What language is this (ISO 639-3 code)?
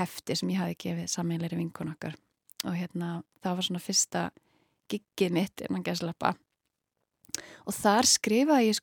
isl